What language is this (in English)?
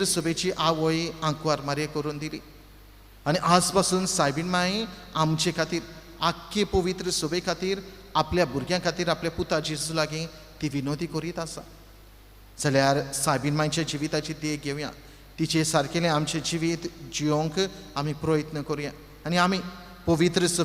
Konkani